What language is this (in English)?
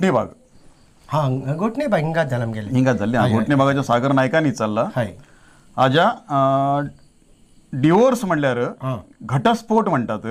Konkani